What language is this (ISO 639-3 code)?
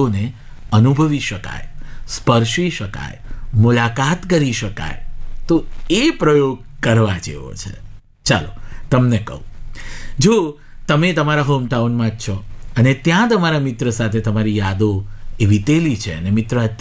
guj